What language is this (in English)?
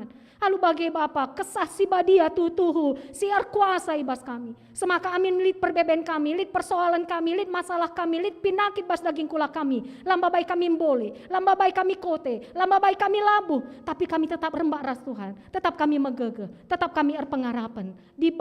Batak Karo